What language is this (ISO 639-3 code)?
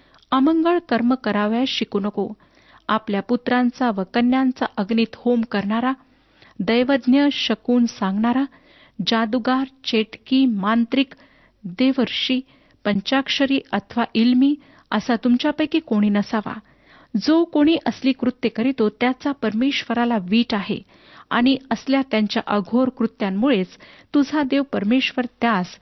mar